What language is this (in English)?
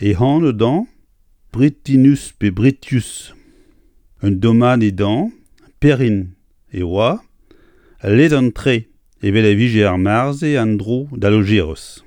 Breton